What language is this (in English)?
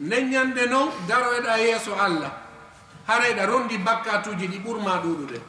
Fula